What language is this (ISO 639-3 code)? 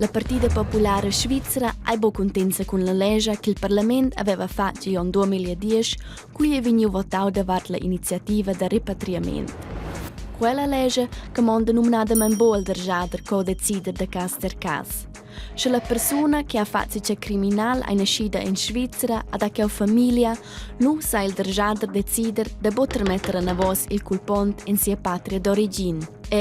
roh